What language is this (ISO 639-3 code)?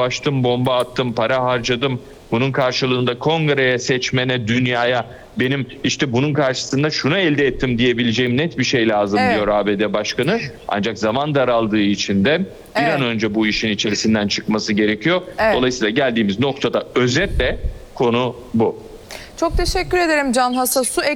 tur